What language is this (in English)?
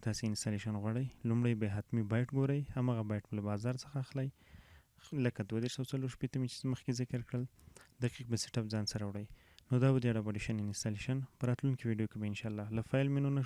Pashto